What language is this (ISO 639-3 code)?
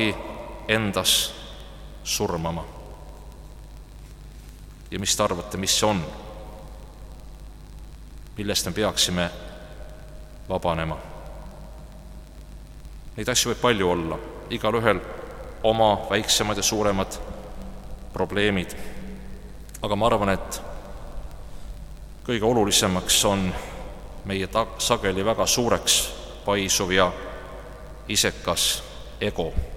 est